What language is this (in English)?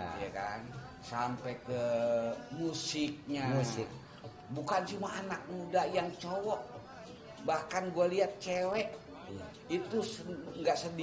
Betawi